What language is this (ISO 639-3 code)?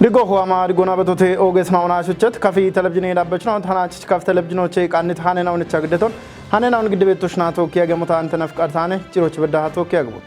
kbr